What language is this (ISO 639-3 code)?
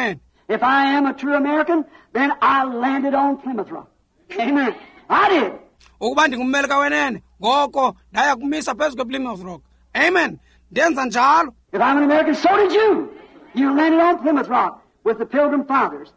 xho